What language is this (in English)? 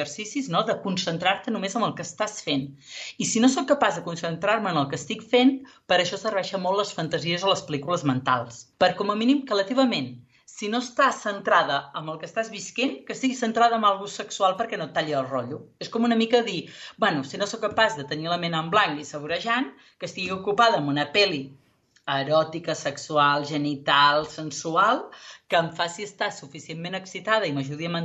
Catalan